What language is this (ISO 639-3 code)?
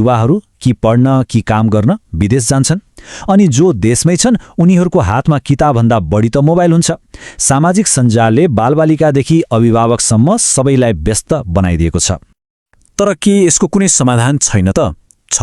nep